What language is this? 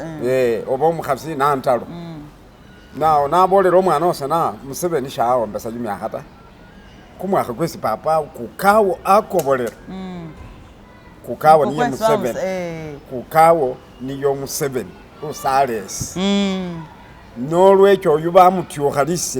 Masaaba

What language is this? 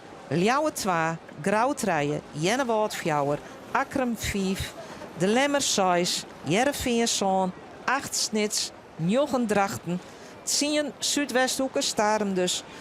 Western Frisian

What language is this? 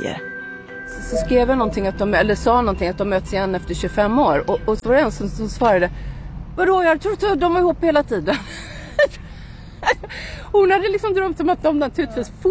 Swedish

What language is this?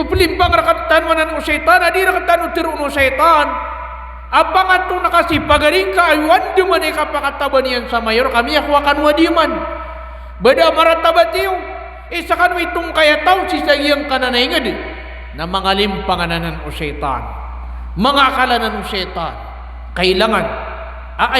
Maranao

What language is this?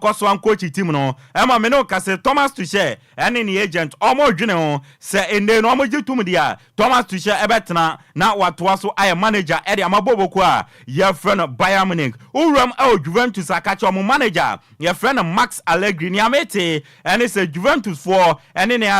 Akan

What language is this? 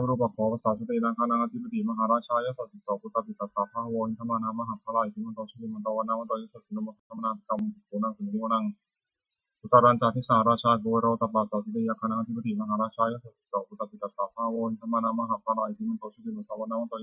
Pali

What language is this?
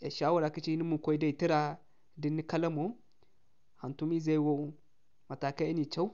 Zarma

